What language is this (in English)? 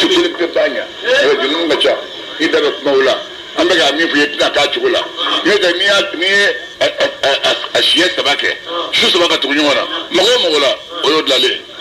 Bambara